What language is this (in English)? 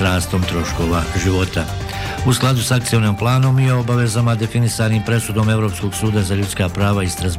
Bosnian